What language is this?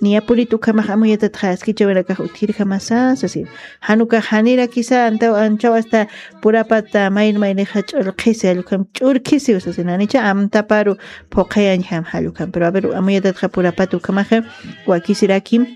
Aymara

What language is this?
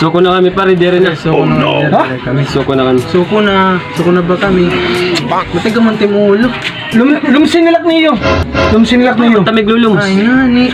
Waray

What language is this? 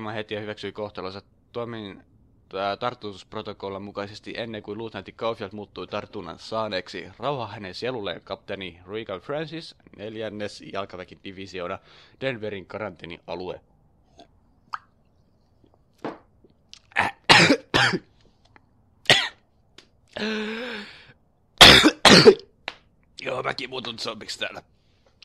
Finnish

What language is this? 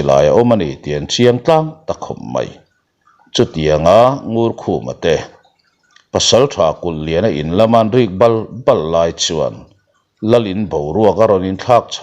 Mizo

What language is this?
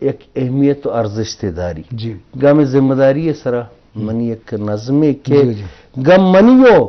Eastern Balochi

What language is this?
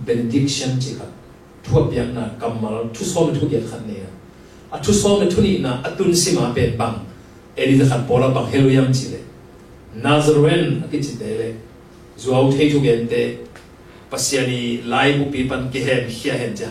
Tedim Chin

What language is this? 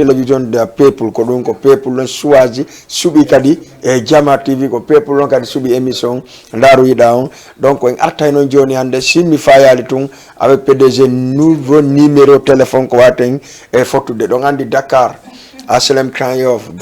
Fula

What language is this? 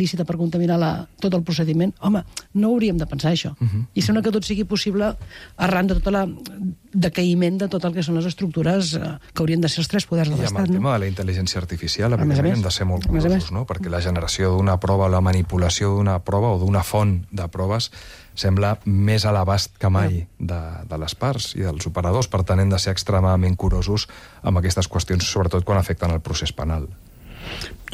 Catalan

